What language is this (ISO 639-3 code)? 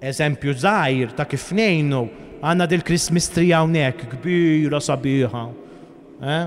mlt